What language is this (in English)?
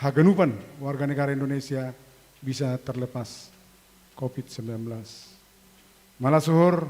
Batak Simalungun